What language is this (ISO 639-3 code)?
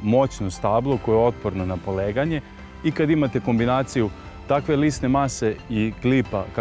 srp